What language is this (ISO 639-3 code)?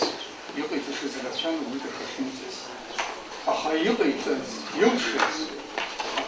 abk